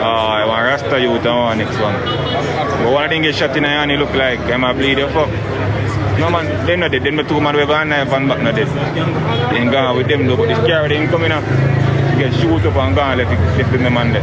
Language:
Jamaican Creole English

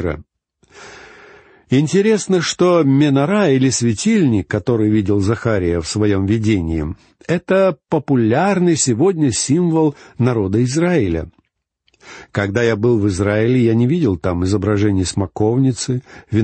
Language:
Russian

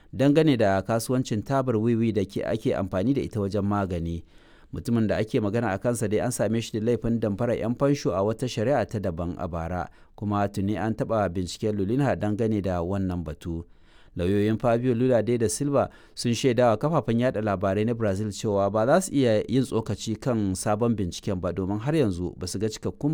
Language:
Hausa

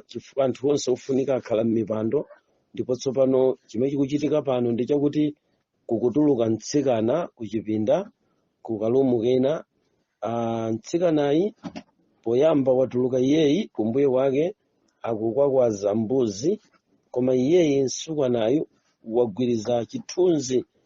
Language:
Nyanja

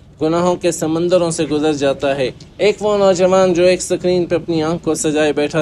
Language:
Urdu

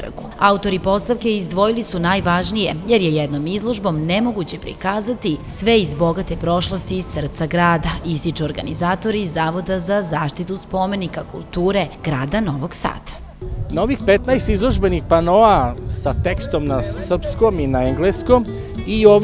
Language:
Serbian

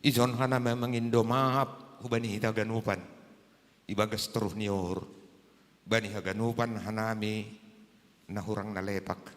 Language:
Batak Simalungun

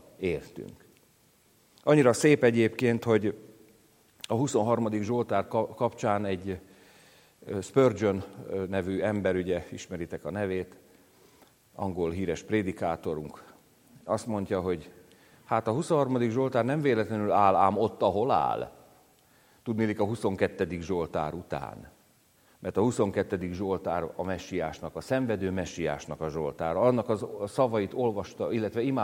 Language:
Hungarian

